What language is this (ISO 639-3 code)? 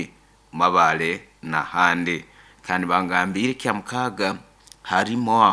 nyo